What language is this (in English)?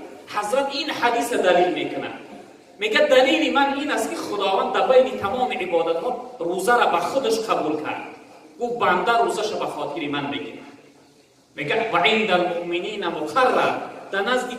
Tajik